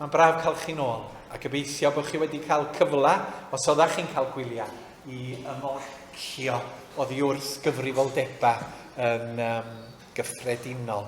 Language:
Welsh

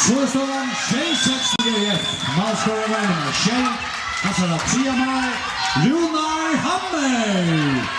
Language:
Faroese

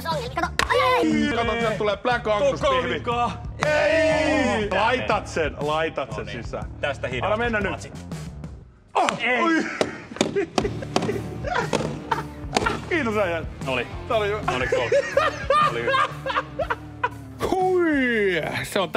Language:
Finnish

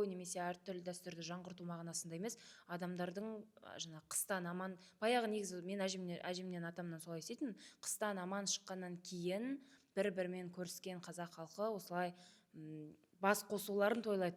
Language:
Kazakh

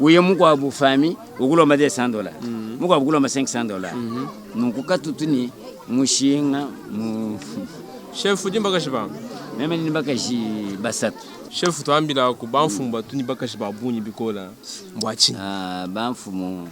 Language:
Luba-Lulua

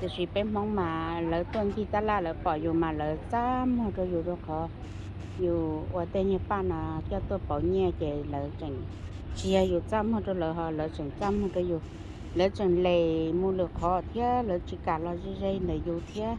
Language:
Hmong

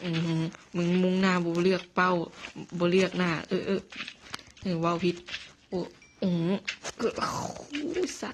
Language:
Lao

